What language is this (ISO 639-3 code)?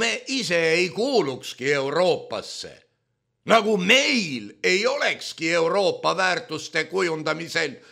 est